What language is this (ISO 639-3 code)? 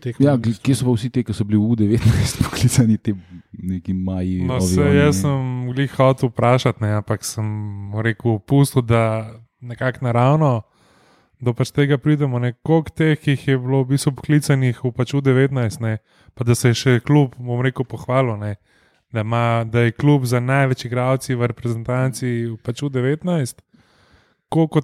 slv